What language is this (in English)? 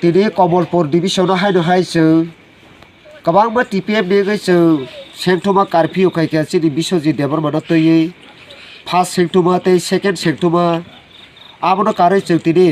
Kok Borok